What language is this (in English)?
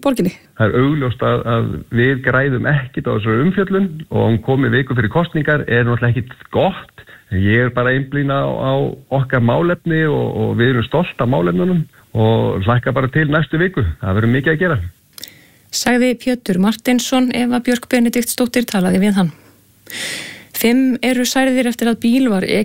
Icelandic